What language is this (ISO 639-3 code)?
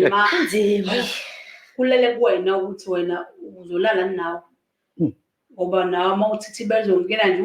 zul